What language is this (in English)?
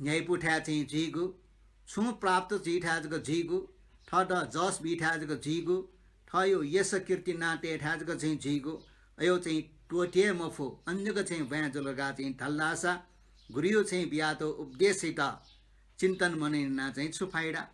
Newari